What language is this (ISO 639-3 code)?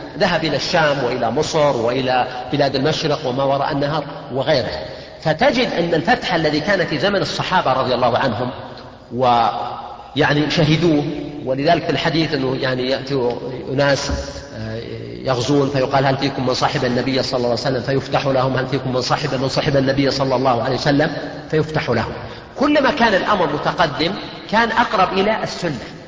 ara